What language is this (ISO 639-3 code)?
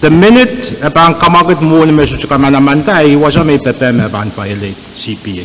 pon